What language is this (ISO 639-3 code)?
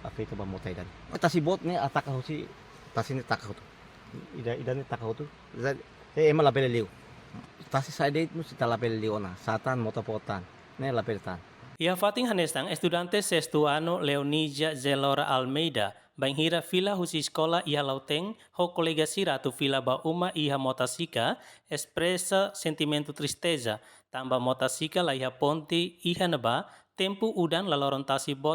tet